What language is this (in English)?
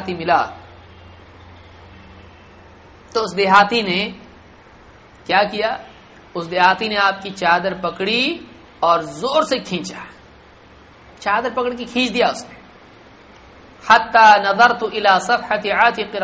Urdu